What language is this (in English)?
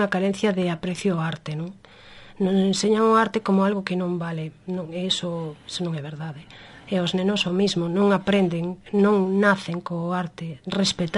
Galician